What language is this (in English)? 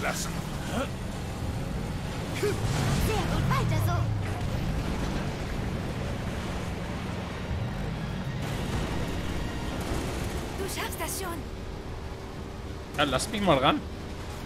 German